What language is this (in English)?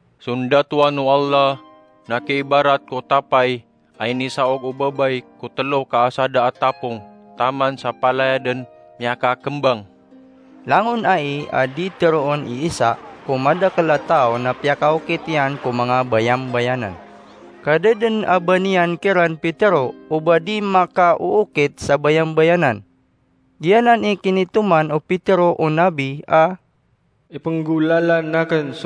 Maranao